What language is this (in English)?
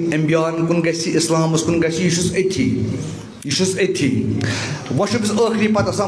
Kashmiri